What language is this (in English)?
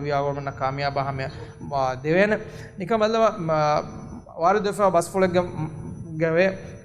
Divehi